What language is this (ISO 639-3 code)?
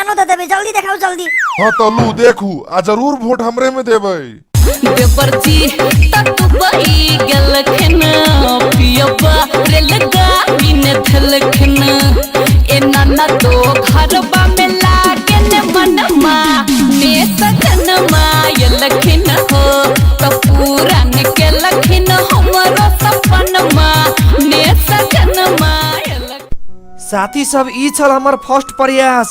mai